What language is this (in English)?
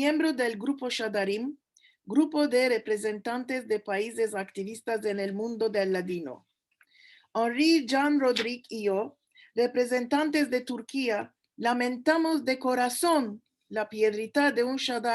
Ladino